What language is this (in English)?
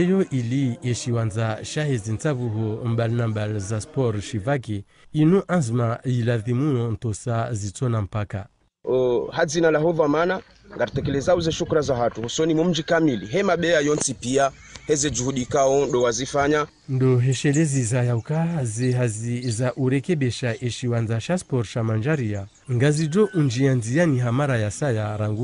Ngazidja Comorian